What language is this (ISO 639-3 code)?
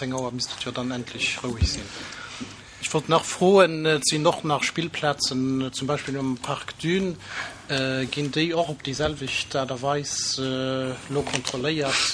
ltz